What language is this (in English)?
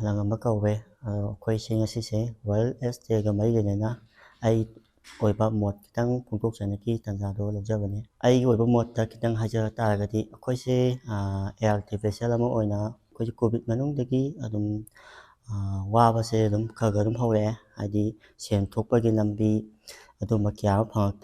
Manipuri